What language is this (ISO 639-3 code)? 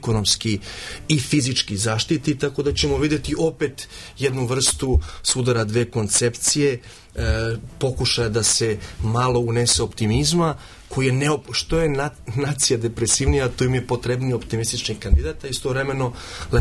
srp